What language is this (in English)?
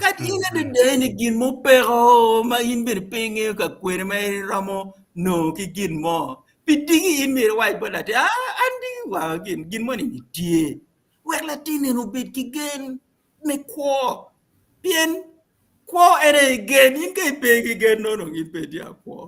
Acoli